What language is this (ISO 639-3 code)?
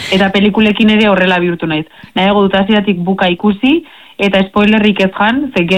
eus